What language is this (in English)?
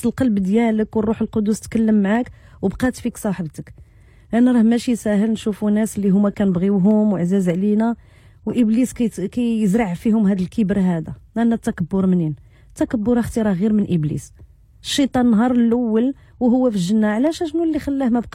Moroccan Arabic